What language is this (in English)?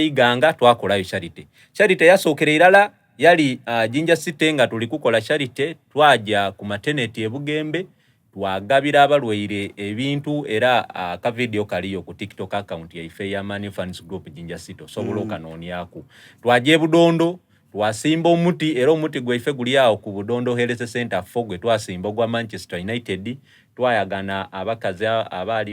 Soga